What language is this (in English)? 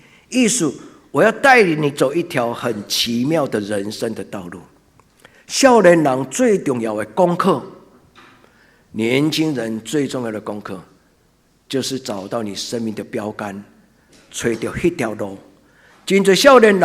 Min Nan Chinese